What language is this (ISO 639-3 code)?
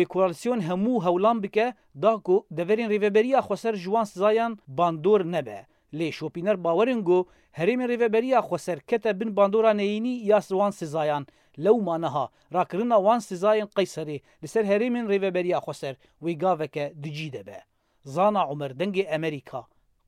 kur